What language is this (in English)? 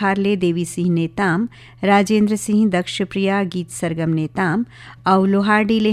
Chhattisgarhi